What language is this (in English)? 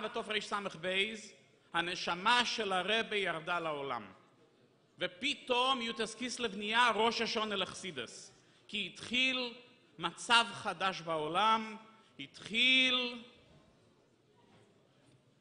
Hebrew